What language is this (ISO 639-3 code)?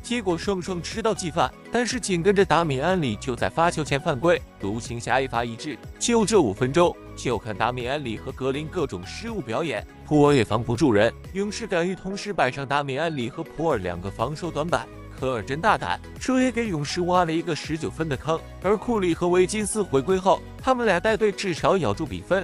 zho